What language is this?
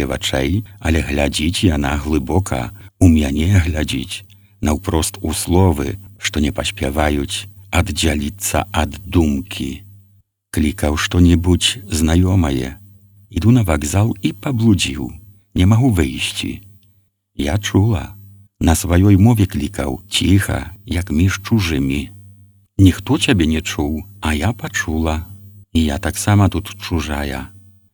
Belarusian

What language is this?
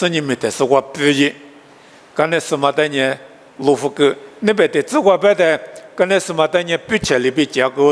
Lisu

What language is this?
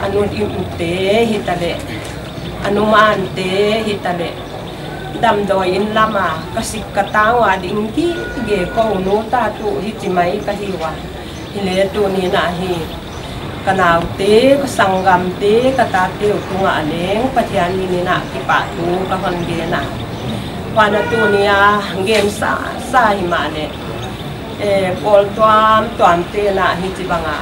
Paite Chin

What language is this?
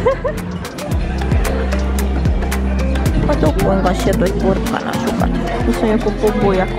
Finnish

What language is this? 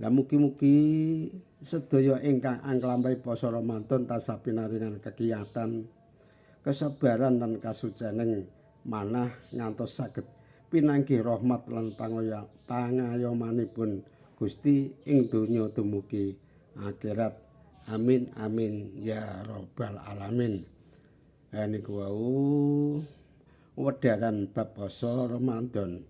Javanese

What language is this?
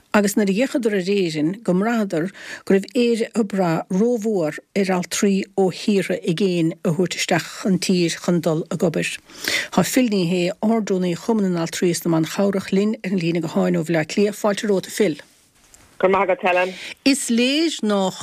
Irish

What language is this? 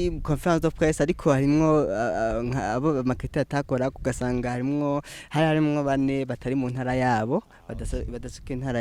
Rundi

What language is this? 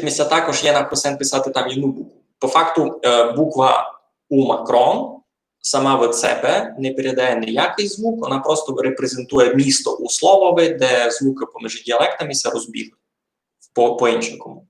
Rusyn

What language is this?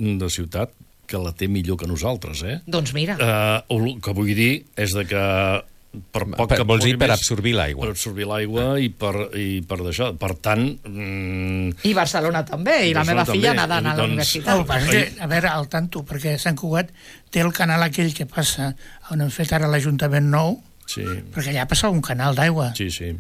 Catalan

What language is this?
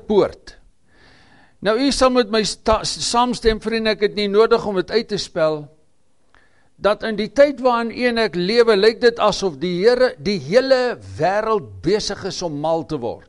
Afrikaans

